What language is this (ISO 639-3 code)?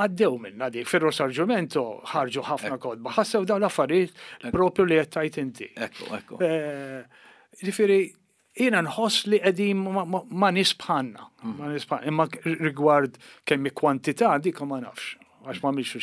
mlt